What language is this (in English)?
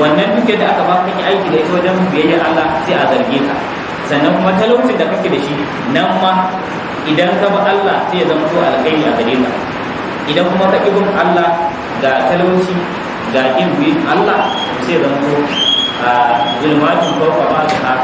Hausa